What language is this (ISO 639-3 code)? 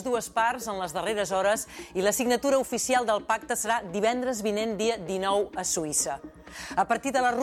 cat